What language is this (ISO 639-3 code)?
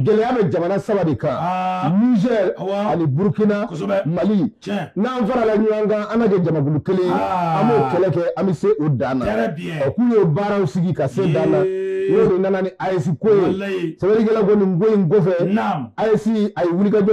bam